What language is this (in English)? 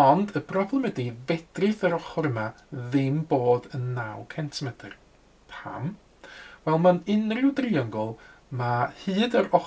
Welsh